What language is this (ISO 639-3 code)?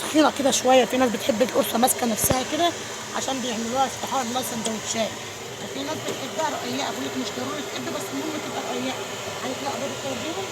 arz